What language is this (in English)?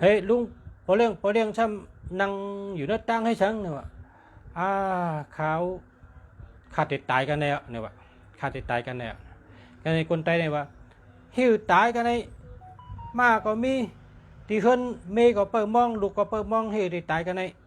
Shan